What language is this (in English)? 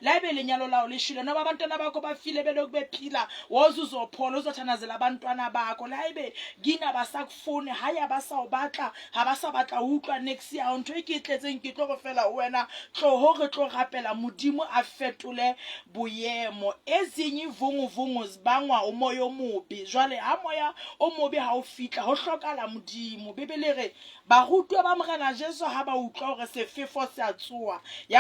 Southern Sotho